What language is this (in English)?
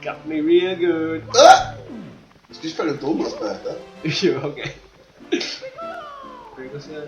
Faroese